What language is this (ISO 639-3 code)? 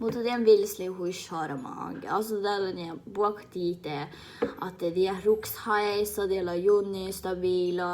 sme